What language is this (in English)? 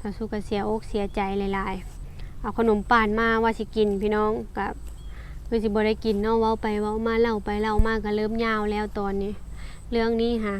Lao